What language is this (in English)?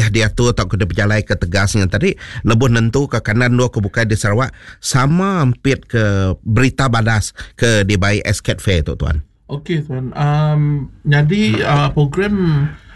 Iban